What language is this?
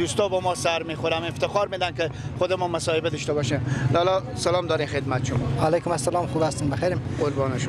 Persian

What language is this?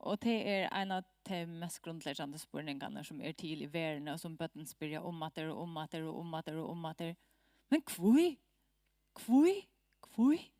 Faroese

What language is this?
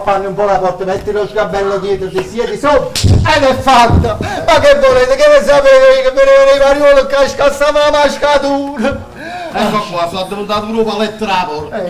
Neapolitan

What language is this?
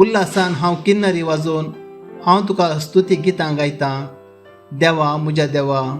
Konkani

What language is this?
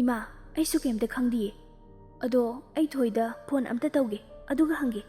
Manipuri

